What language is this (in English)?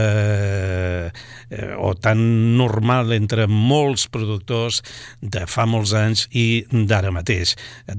Catalan